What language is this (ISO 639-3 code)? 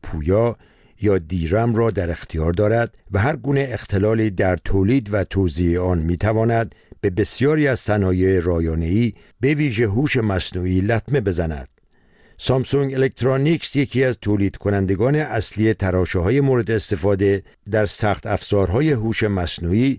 fas